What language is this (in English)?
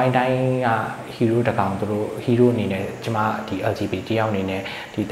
Burmese